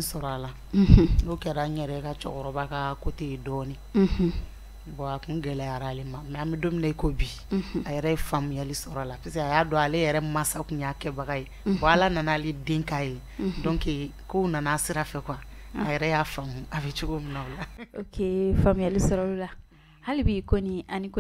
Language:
Bambara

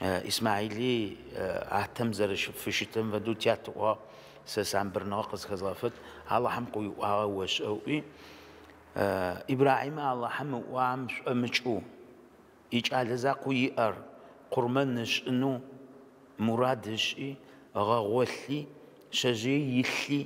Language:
Adyghe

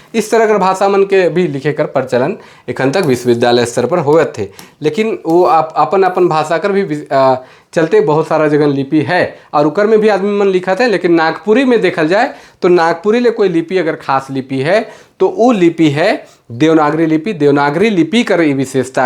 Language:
Sadri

